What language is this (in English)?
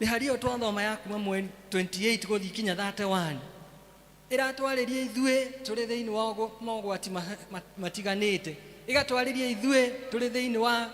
Kikuyu